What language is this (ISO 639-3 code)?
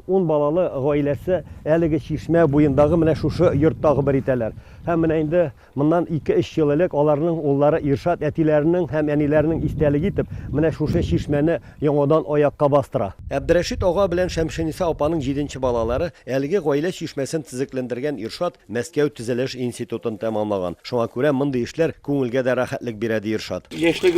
tat